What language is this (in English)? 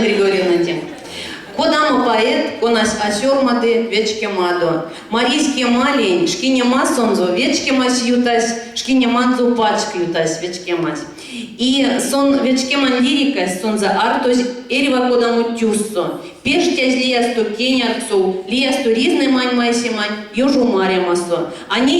Erzya